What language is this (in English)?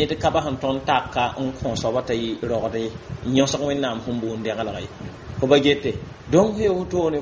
Mossi